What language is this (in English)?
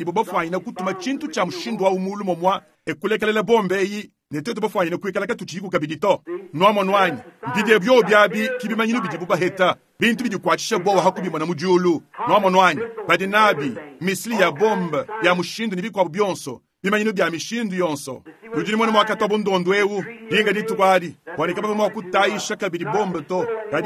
Luba-Lulua